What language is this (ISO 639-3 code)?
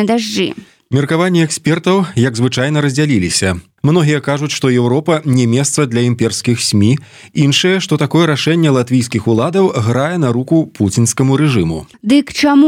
bel